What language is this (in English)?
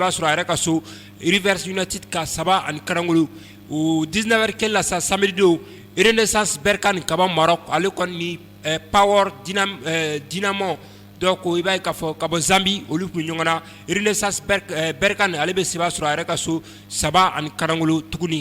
Bambara